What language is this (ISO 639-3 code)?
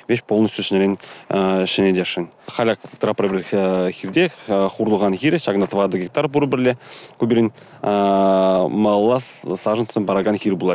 chv